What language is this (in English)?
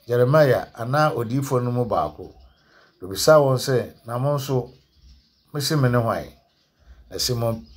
Akan